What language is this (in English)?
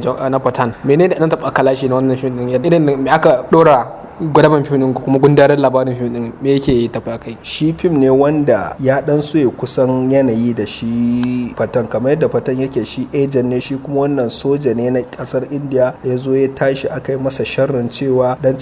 Hausa